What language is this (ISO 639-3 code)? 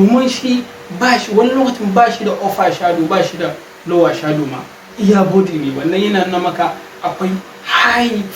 hau